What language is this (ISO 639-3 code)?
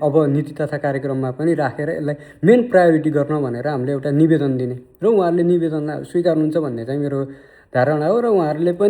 nep